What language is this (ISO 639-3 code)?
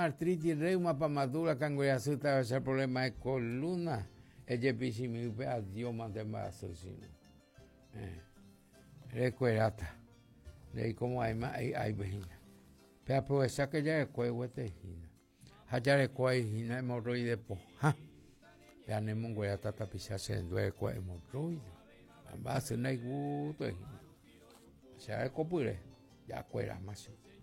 grn